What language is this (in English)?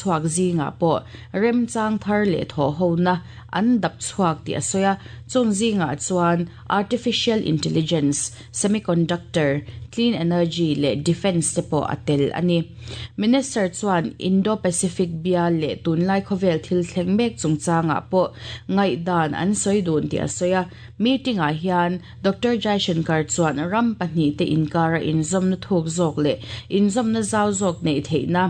Mizo